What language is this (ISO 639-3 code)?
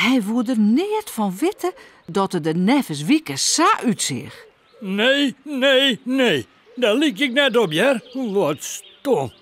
fry